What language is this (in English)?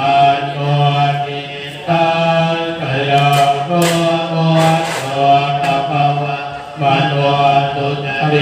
Pali